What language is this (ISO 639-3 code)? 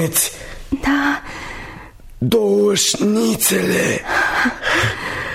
ron